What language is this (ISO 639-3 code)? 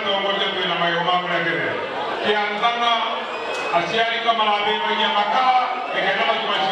mer